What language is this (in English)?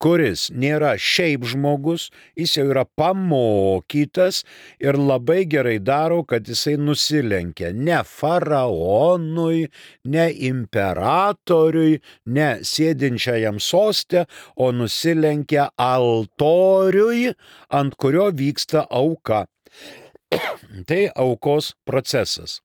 Lithuanian